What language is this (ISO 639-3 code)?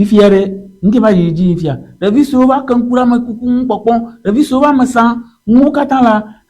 ewe